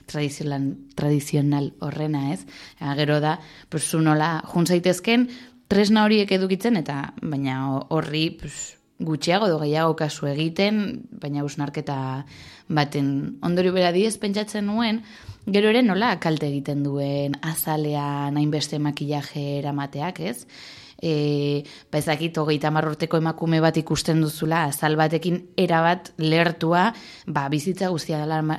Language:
Basque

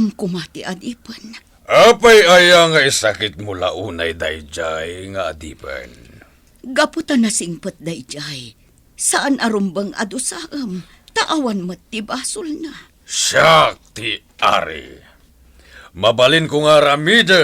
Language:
Iloko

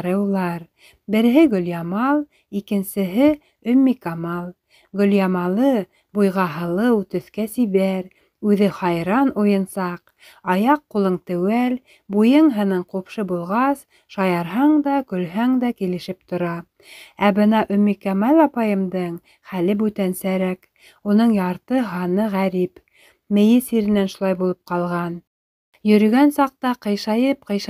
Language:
Bashkir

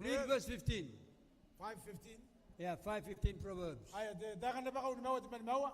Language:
Gilbertese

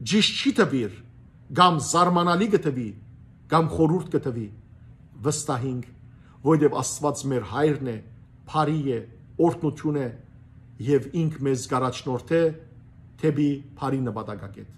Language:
Western Armenian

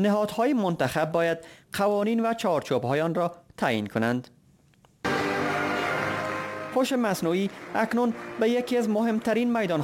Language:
Persian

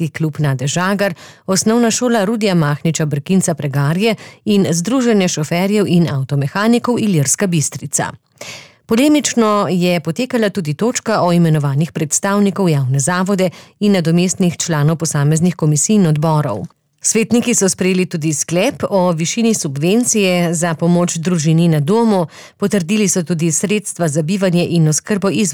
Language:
Slovenian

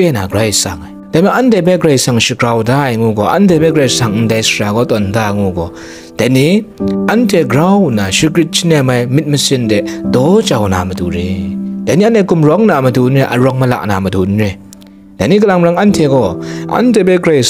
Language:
Kachin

